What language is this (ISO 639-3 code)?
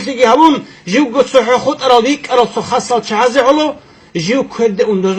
ava